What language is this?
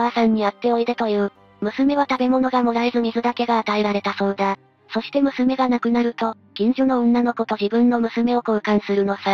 Japanese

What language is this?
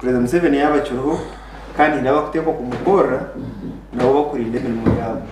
Nyankole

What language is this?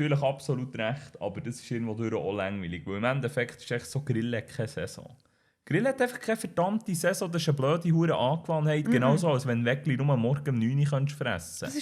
Swiss German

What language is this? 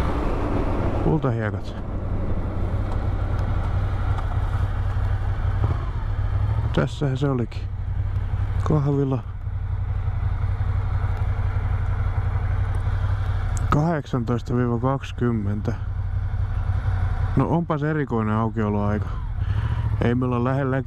Finnish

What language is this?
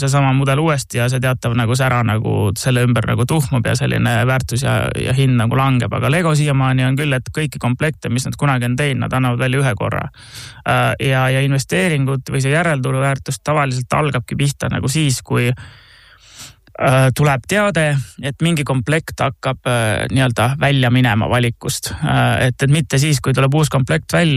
Estonian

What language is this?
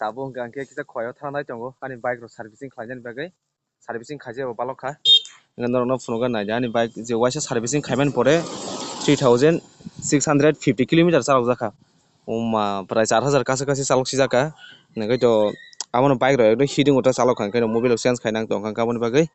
Kok Borok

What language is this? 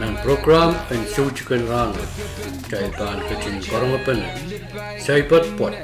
Pohnpeian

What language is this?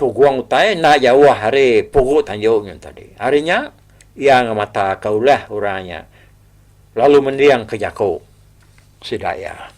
Iban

